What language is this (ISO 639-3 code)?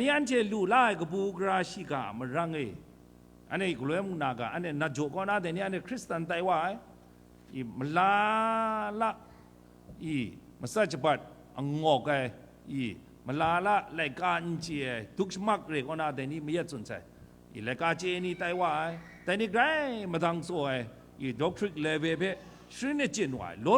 kac